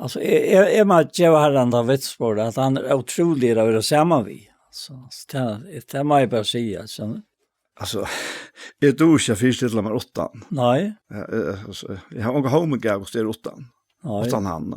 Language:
Faroese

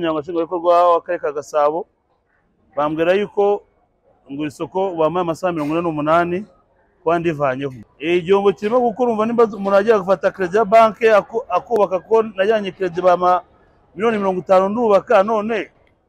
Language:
Kinyarwanda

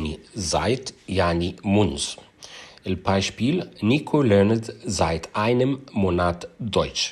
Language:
Egyptian Arabic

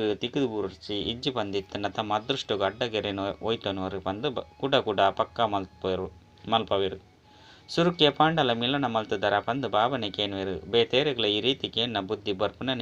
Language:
Tulu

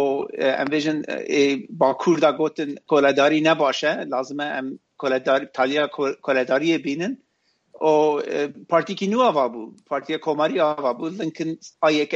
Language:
Kurdish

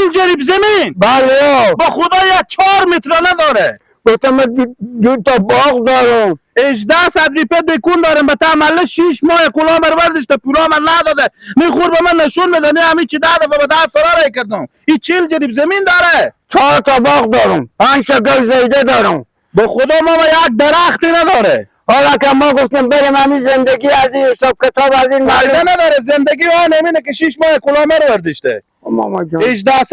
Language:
Persian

